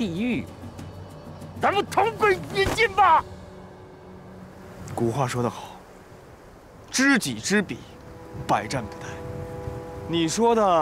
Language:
Chinese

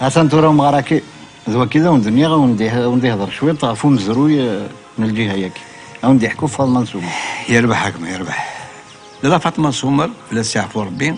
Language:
Kabyle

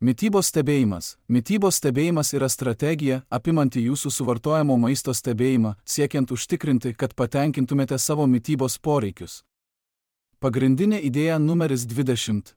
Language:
Lithuanian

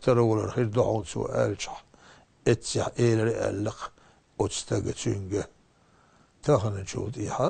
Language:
Chechen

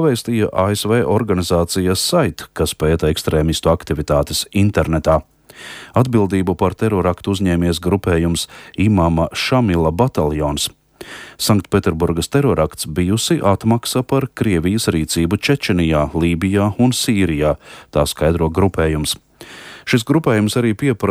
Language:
Latvian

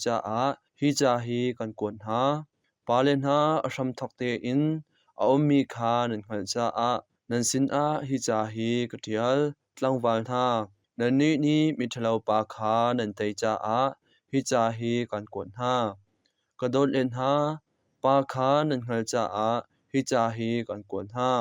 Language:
Hakha Chin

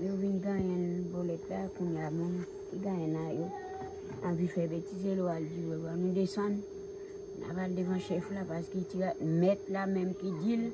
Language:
Haitian Creole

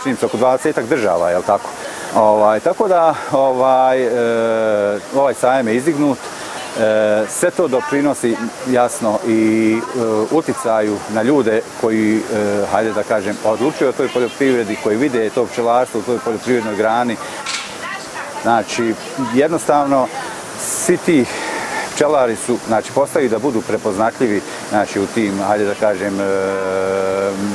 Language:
Bosnian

